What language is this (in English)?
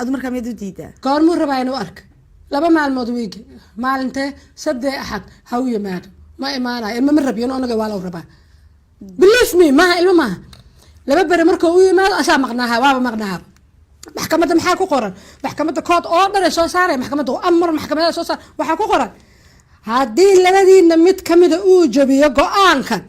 Somali